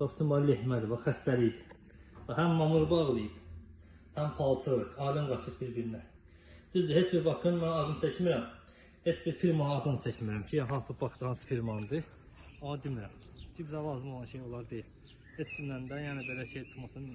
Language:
Azerbaijani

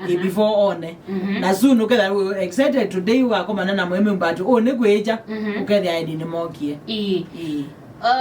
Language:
Kamba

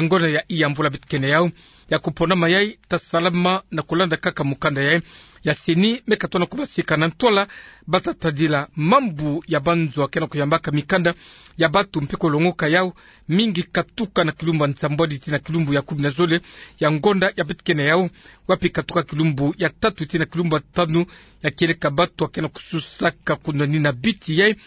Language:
Kituba (Democratic Republic of Congo)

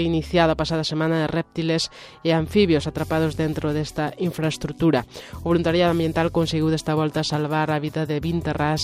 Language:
Galician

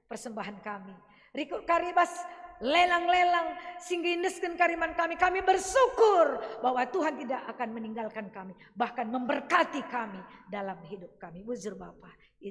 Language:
Batak Karo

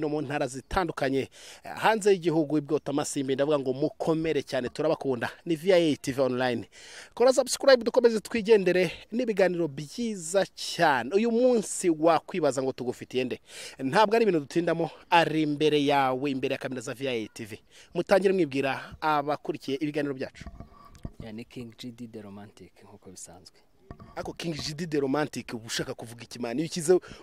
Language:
Kinyarwanda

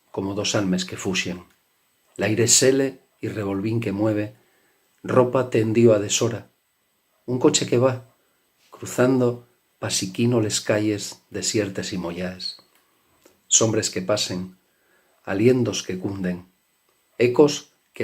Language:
Asturian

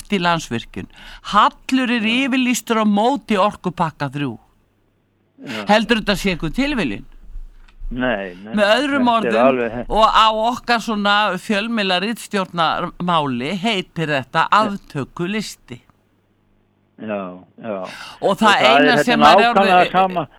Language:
Icelandic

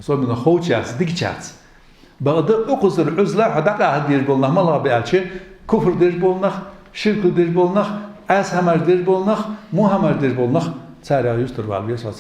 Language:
Ingush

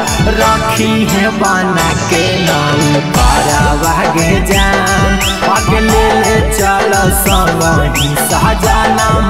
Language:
Bhojpuri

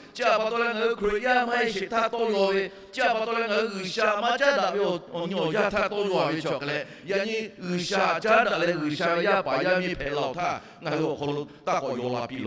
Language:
Lahu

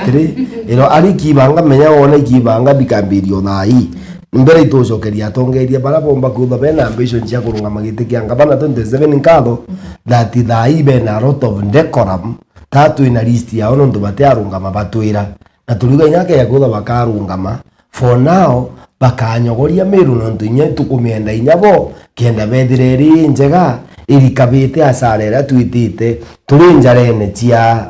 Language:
Meru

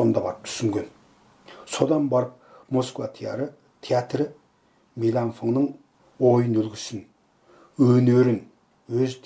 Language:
Kazakh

